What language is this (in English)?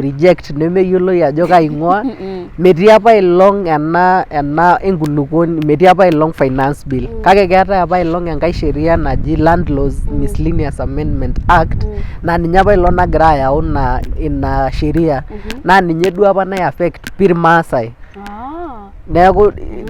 Masai